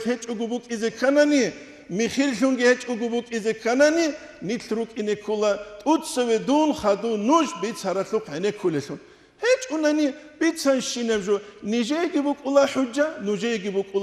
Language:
Avaric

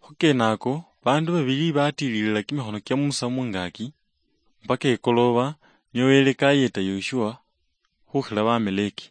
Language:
Luyia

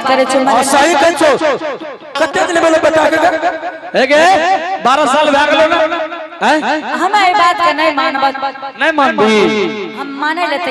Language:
Angika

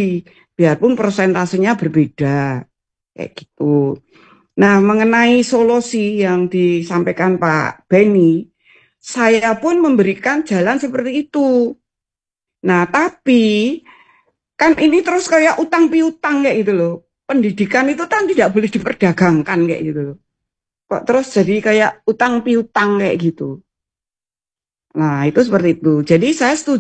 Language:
Indonesian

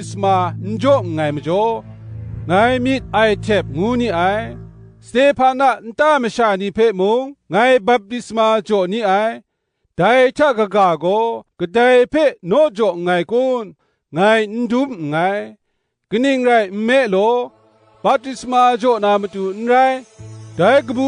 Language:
Kachin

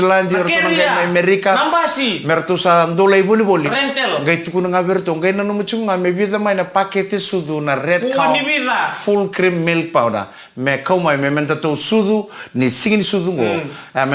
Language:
Fijian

